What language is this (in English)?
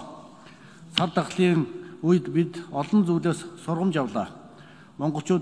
Mongolian